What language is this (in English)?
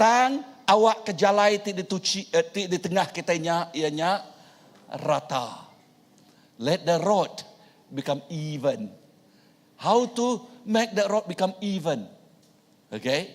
Iban